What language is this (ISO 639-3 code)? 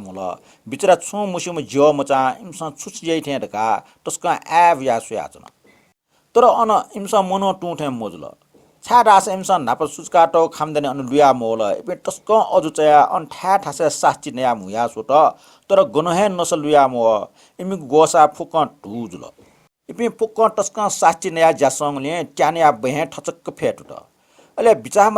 new